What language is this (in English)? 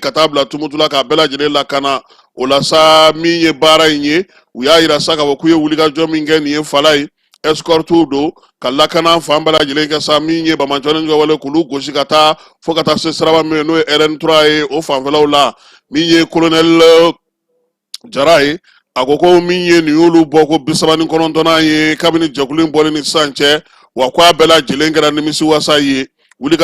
Bambara